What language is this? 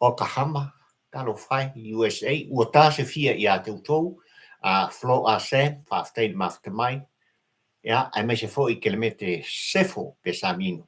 Samoan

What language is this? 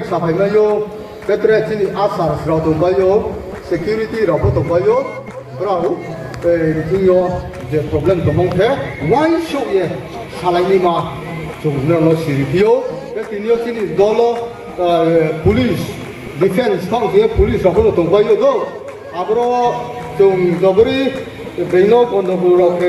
Riang (India)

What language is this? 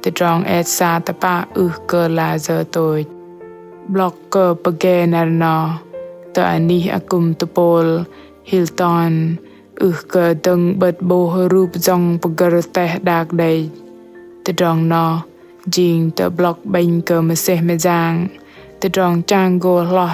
Bahnar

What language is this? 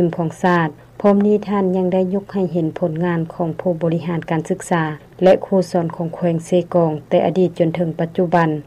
Lao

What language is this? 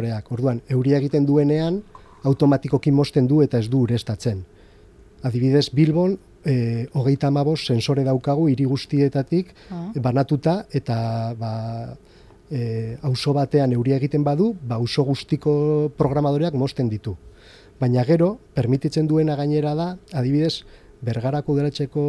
Basque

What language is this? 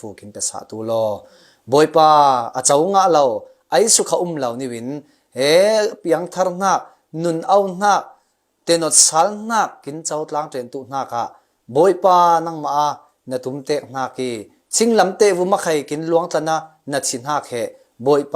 Falam Chin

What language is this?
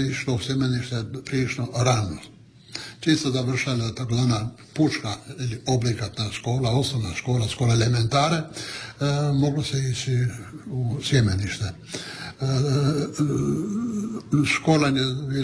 Croatian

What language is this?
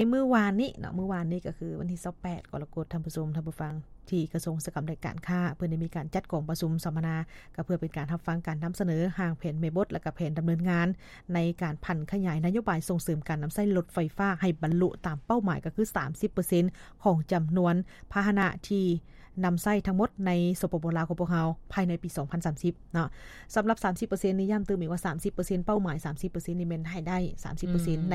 Lao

